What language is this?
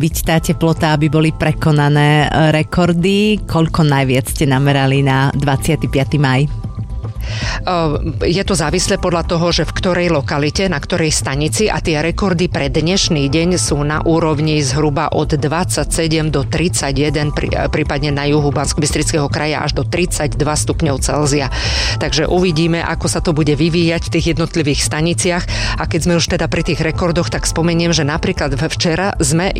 Slovak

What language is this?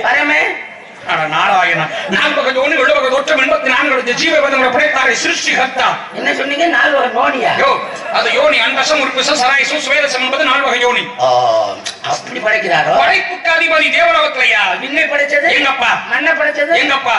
Tamil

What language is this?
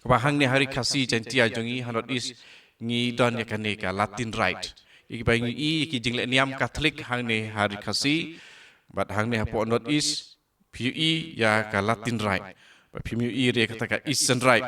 Khasi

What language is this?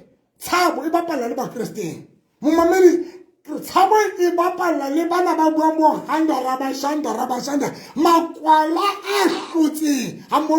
Southern Sotho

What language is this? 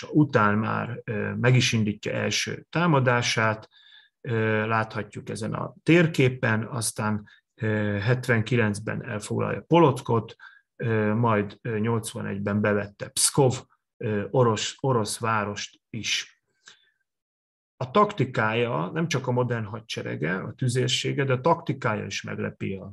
Hungarian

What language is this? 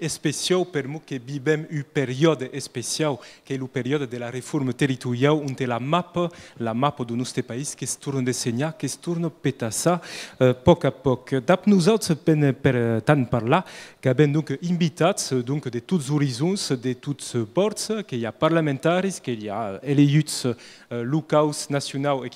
Occitan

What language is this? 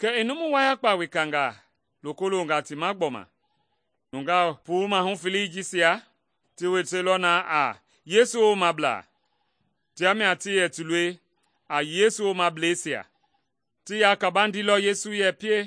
Mende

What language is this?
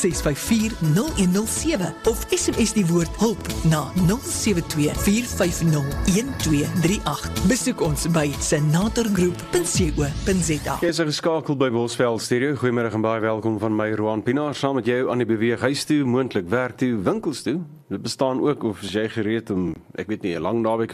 Afrikaans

